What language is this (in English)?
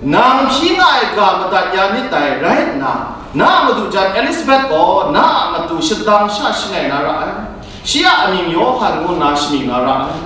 Kachin